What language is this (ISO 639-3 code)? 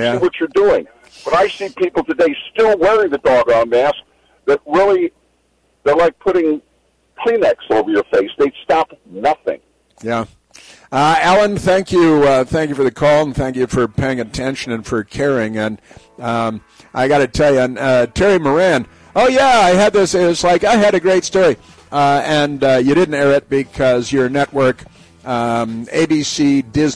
eng